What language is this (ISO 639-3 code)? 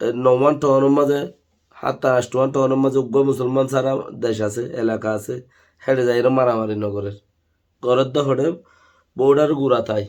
rhg